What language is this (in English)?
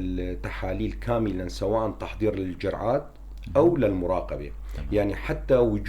North Levantine Arabic